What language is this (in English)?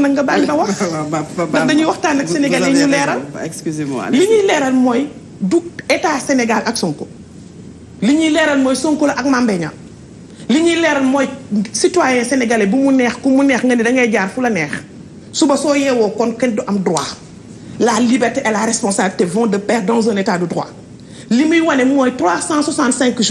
Wolof